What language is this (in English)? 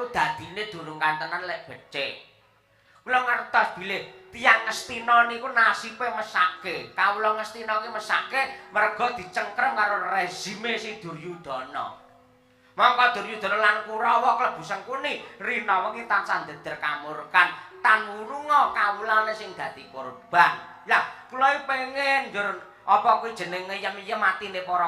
Javanese